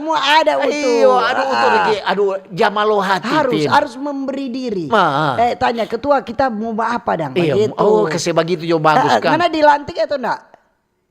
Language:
Manado Malay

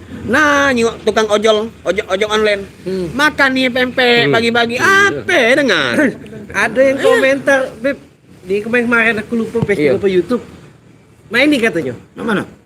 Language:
Musi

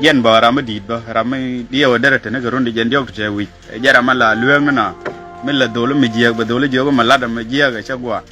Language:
Nuer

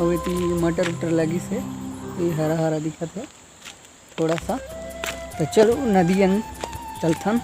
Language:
Chhattisgarhi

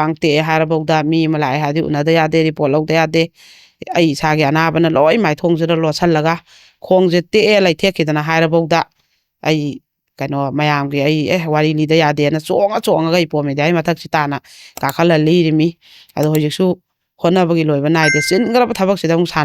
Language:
Manipuri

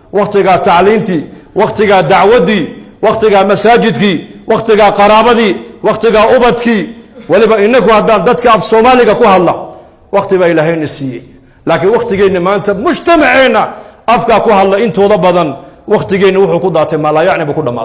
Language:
Somali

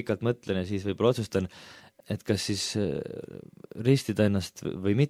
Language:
Estonian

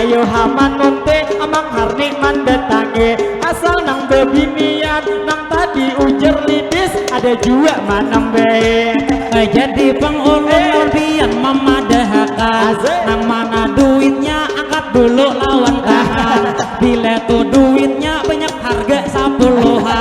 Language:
Banjar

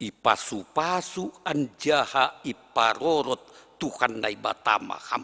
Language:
Batak Simalungun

